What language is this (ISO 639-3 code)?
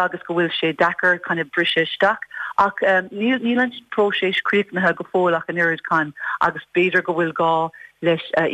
gle